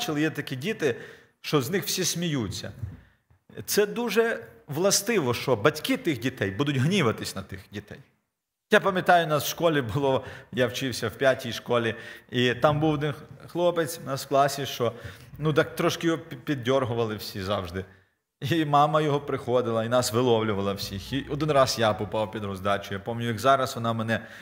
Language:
Ukrainian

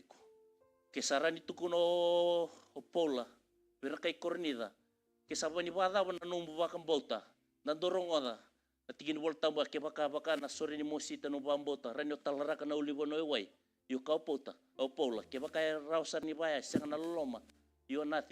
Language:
Fijian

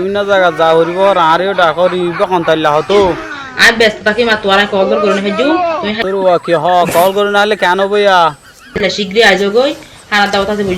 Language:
Rohingya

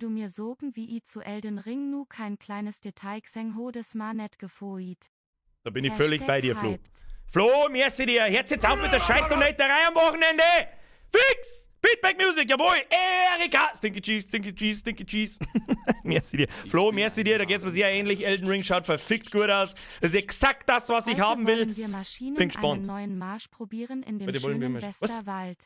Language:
Bavarian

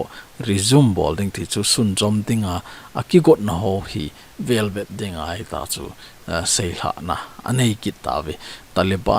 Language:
Thado Chin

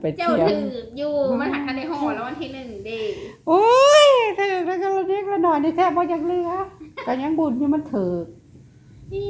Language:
Northeastern Thai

